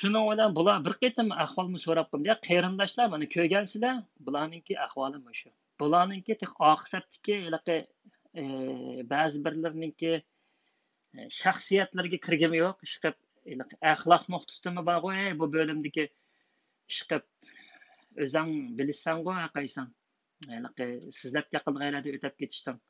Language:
Uyghur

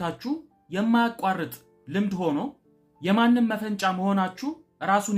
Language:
Amharic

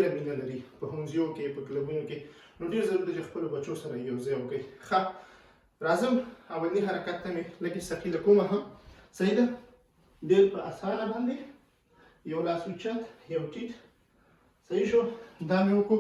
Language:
Pashto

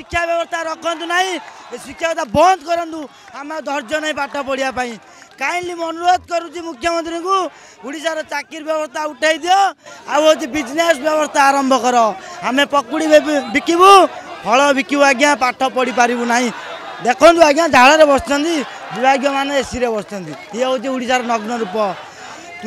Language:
Odia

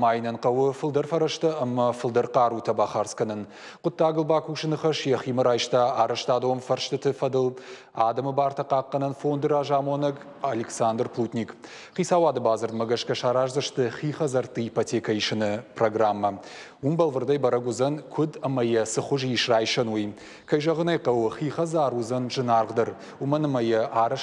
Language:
Ossetic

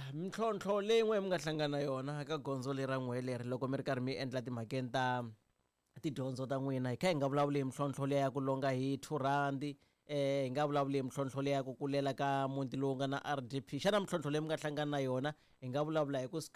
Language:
Tsonga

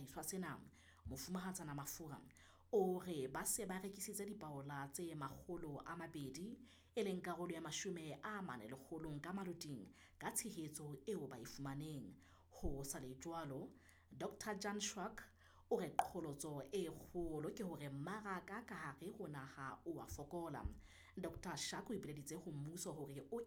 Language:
Southern Sotho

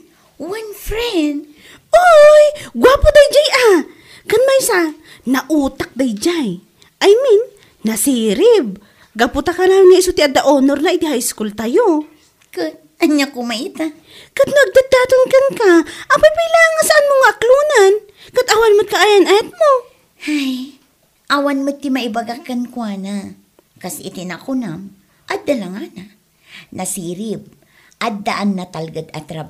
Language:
Iloko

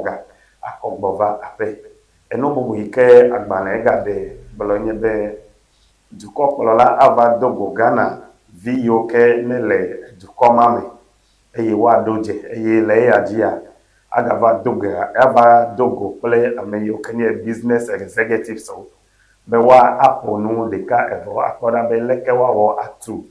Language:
Ewe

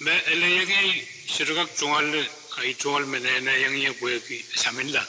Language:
Pohnpeian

